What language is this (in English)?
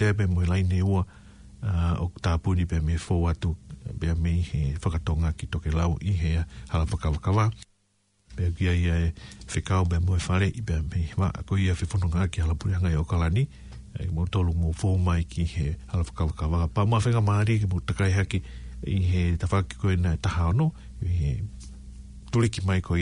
Tongan